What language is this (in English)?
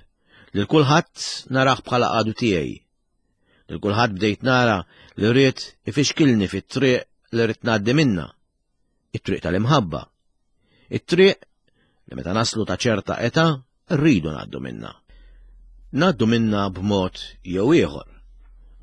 Maltese